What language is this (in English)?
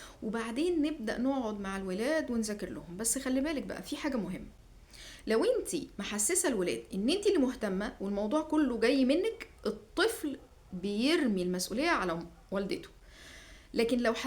Egyptian Arabic